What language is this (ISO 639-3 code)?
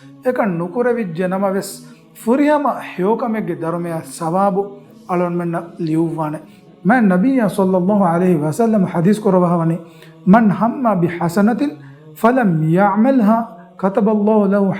div